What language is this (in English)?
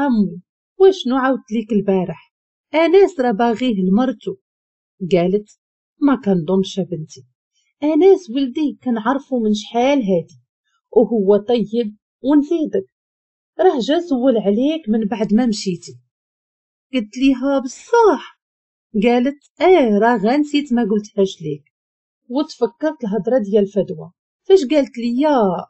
Moroccan Arabic